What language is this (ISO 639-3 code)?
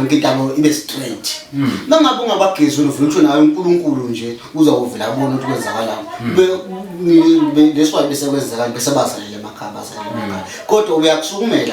zul